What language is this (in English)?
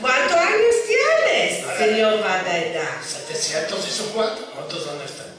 Ladino